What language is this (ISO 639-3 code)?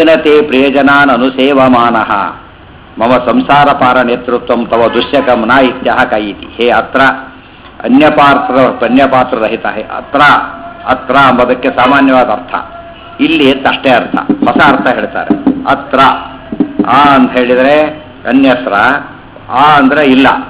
kan